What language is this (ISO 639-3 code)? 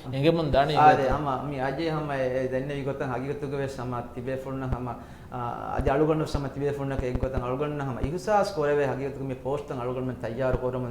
div